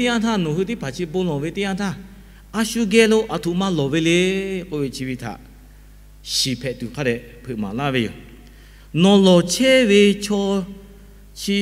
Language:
Lahu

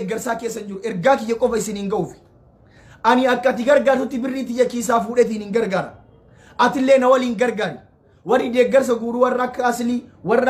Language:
Oromo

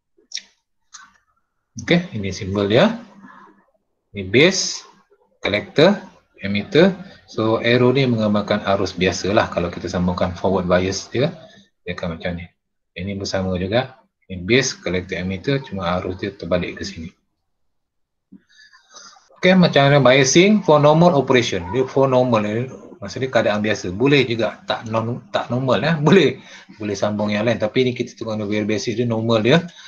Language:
Malay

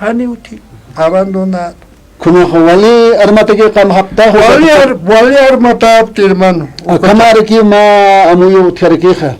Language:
Aymara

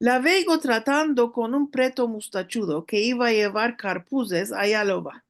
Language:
Ladino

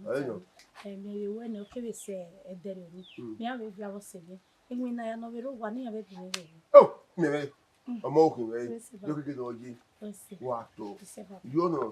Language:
Bini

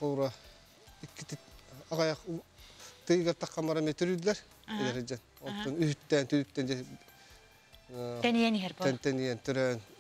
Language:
Yakut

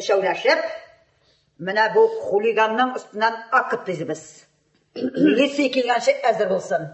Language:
Tatar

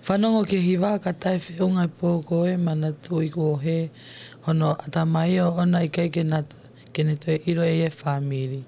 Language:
Tongan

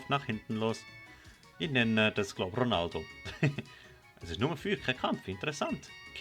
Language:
Swiss German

